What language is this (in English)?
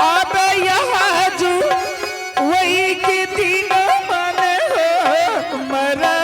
Angika